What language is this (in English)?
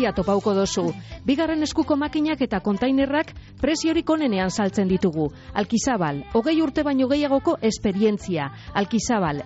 Basque